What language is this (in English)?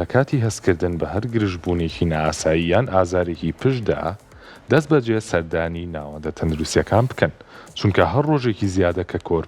Central Kurdish